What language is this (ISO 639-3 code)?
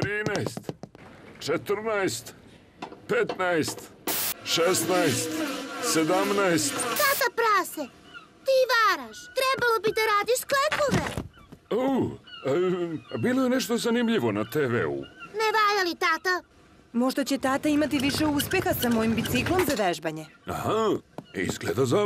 srp